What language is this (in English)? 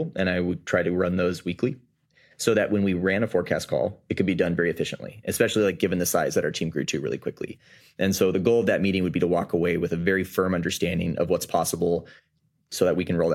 English